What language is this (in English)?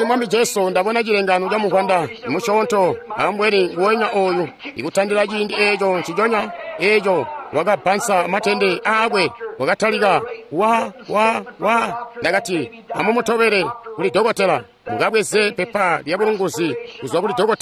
Tonga (Zambia)